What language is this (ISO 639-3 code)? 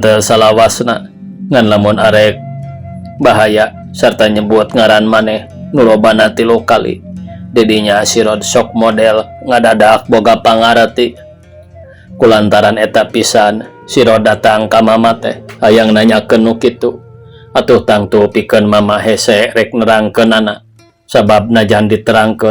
sun